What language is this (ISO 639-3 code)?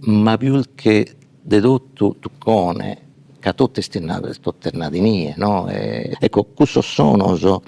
srd